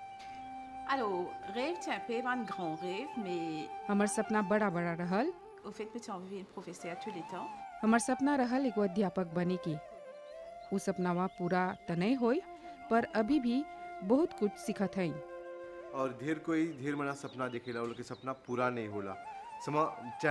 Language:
Bhojpuri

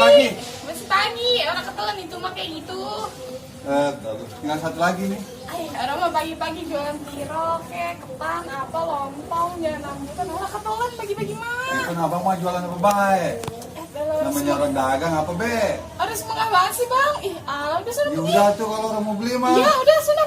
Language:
Betawi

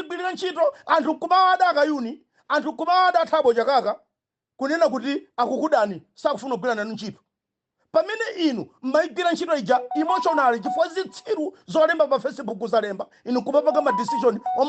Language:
Nyanja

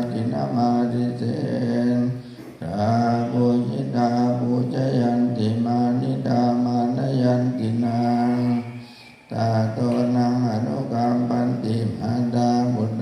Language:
Pali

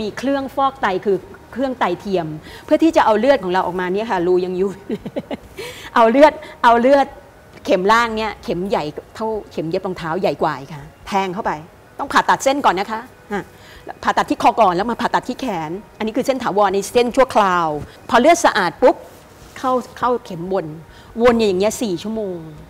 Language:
Thai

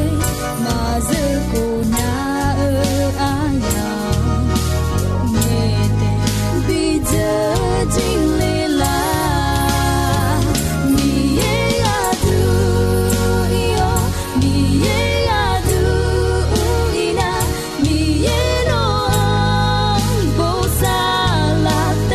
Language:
Akha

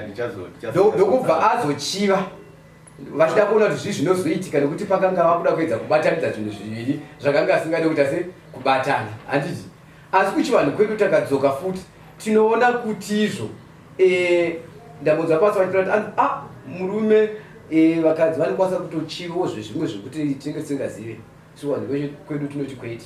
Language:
Shona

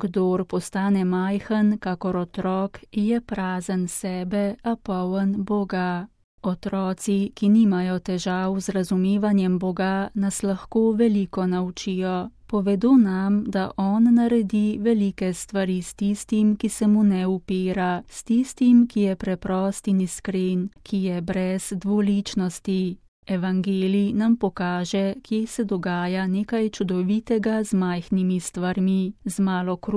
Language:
Slovenian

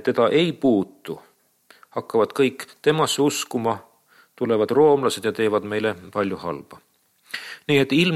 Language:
Estonian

